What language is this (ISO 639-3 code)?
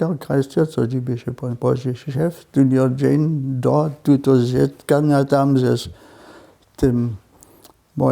hsb